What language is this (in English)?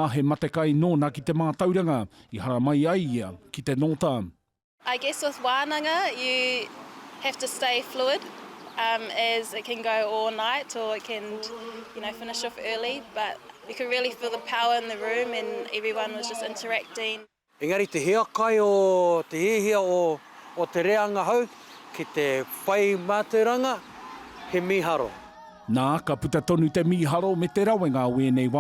Māori